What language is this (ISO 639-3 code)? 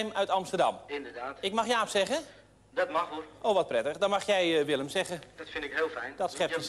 nld